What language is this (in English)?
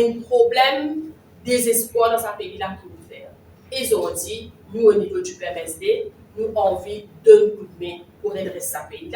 Morisyen